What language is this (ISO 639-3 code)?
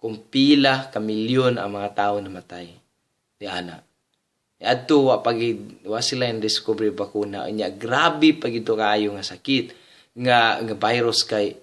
ceb